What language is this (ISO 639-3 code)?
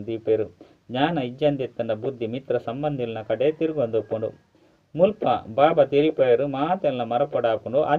tcy